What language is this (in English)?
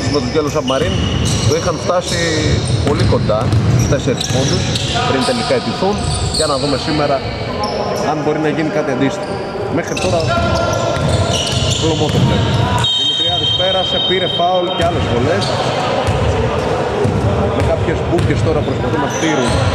Greek